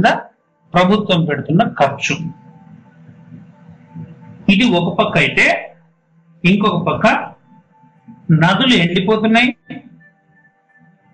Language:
Telugu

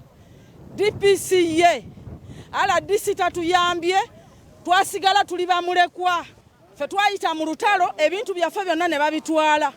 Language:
Ganda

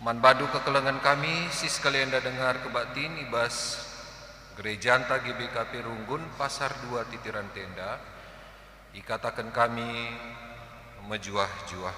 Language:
Batak Karo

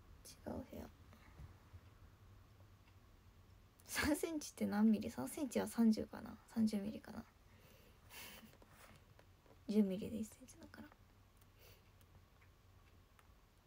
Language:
Japanese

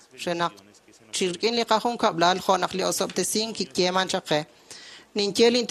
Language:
Kekchí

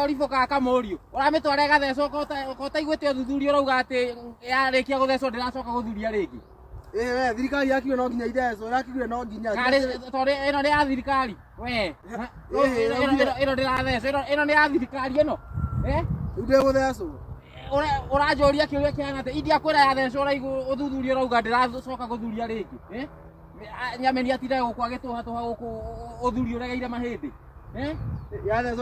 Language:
Kikuyu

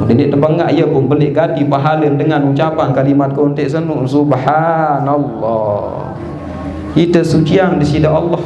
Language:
Sasak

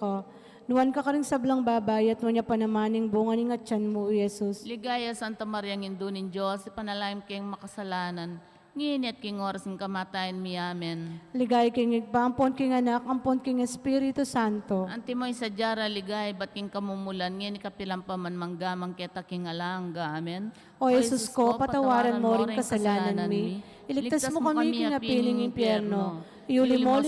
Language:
Pampanga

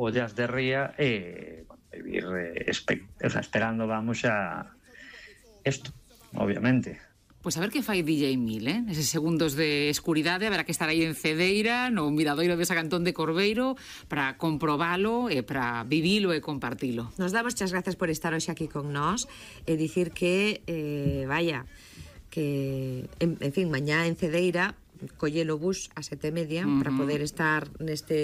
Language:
Galician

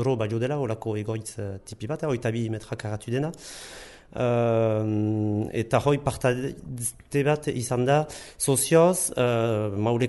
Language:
Basque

